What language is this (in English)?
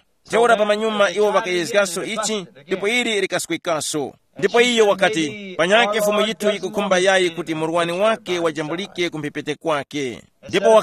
Tumbuka